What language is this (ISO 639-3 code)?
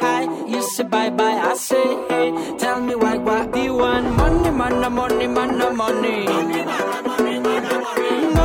cat